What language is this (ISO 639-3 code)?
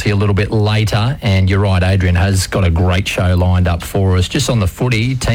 eng